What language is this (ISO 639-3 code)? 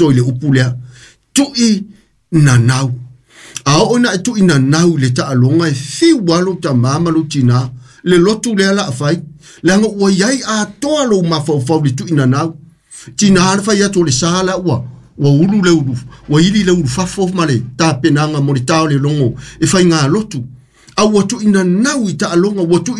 smo